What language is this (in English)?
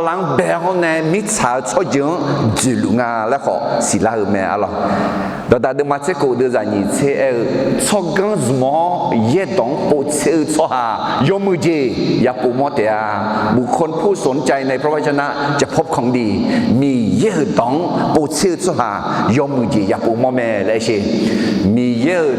Akha